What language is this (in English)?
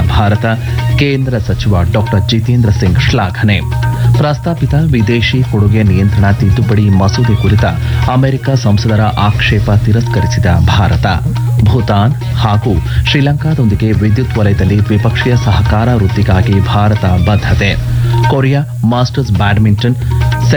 Kannada